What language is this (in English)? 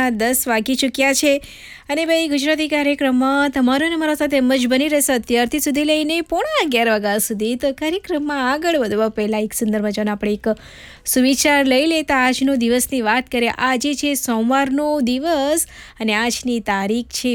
Gujarati